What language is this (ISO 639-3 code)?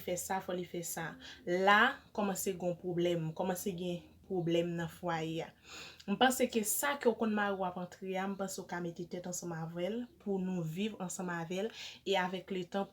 hat